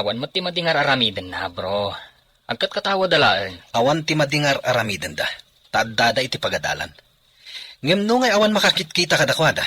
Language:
Iloko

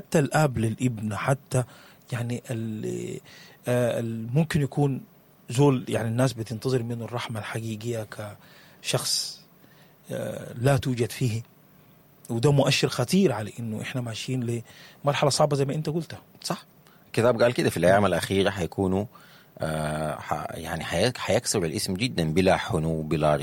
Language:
Sudanese Arabic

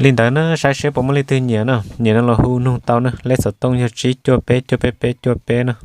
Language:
Hmong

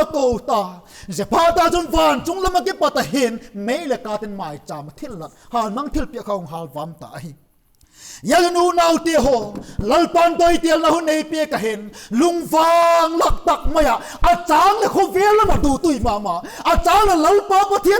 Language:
Vaiphei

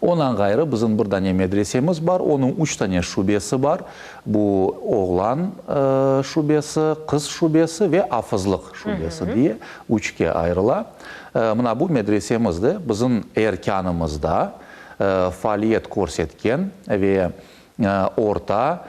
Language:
Crimean Tatar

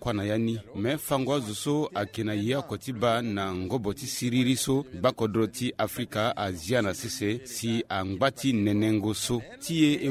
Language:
Sango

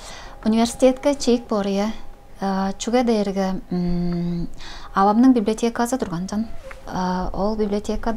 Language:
Tuvinian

